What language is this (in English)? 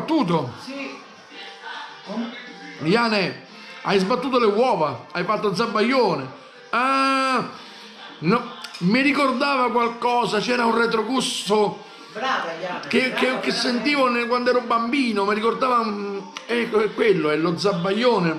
Italian